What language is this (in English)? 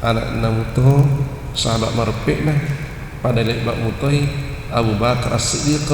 Buginese